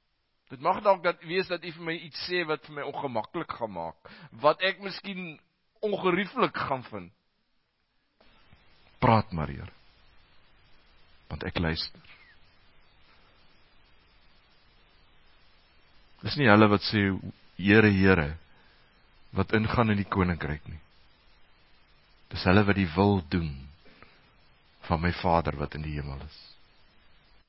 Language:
Afrikaans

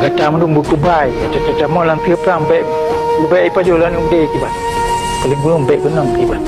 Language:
Achinese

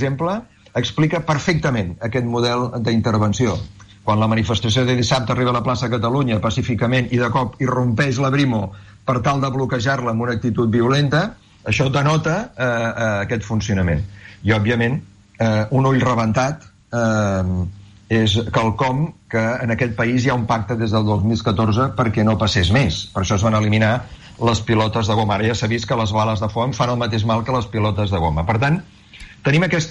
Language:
Catalan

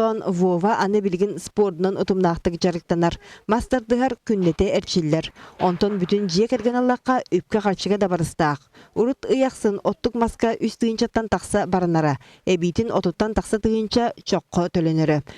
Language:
Yakut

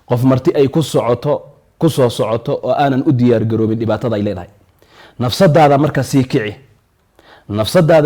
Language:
Somali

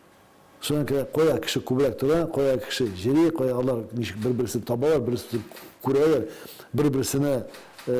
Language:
Tatar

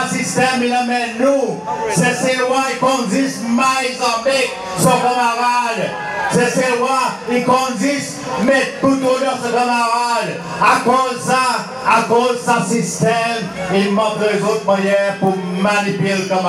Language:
Seselwa Creole French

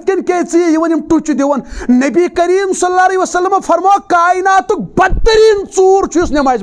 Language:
Kashmiri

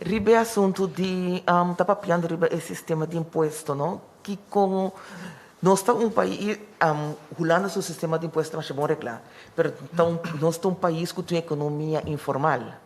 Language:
Papiamento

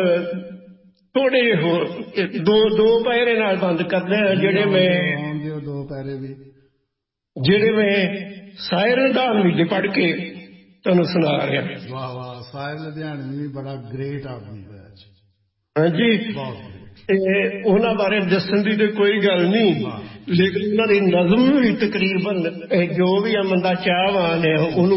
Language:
Punjabi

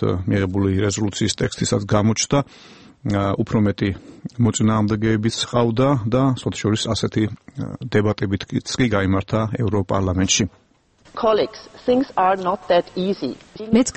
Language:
Georgian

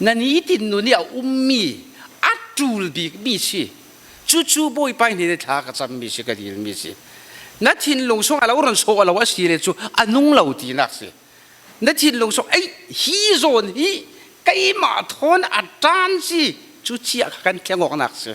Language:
Falam Chin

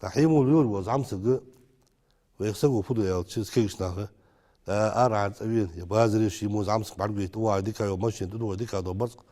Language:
Ingush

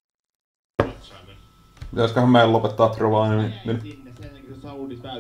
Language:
Finnish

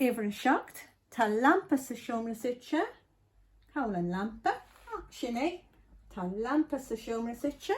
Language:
Irish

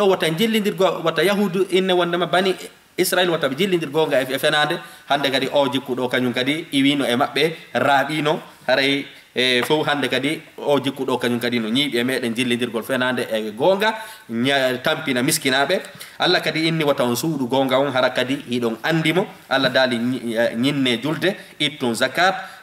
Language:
Fula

